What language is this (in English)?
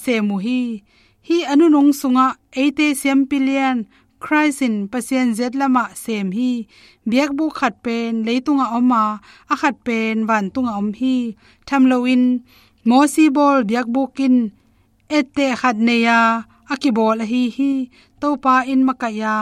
Tedim Chin